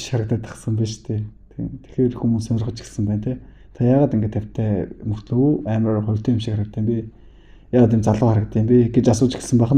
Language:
Mongolian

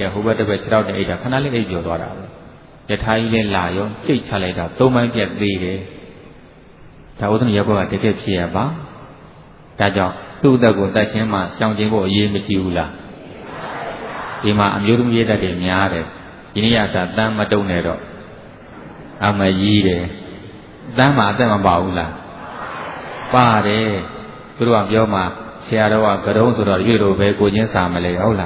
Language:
Burmese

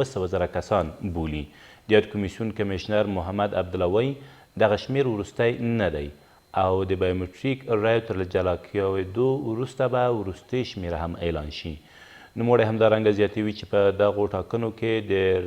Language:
Pashto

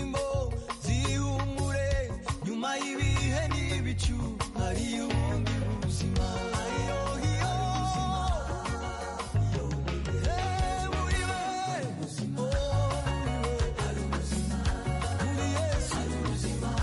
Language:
Kinyarwanda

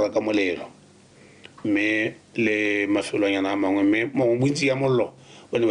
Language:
Tswana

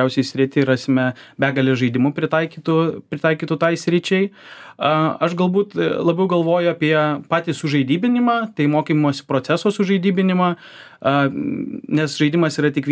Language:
Lithuanian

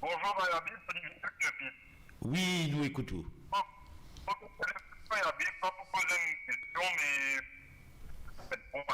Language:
Morisyen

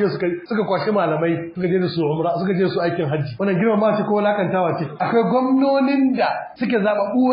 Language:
Hausa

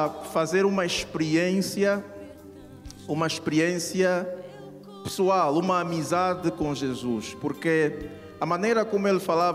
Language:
Portuguese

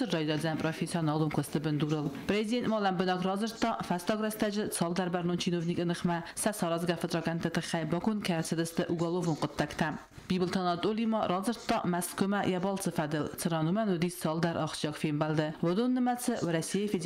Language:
Ossetic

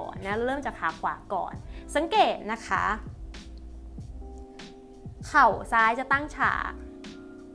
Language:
Thai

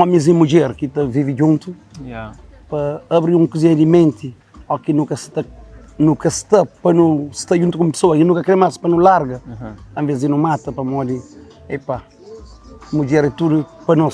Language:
Kabuverdianu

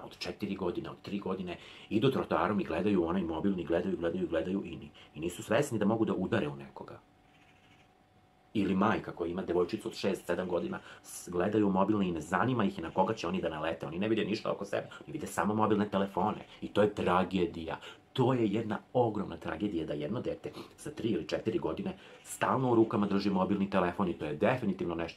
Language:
Serbian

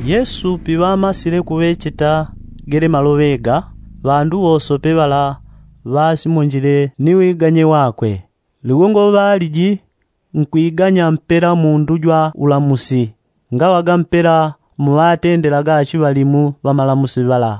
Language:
Yao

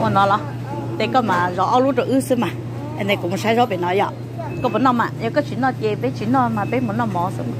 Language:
Hmong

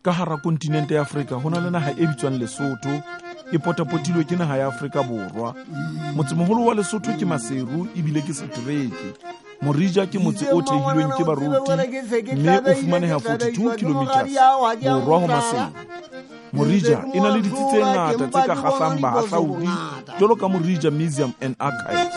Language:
Southern Sotho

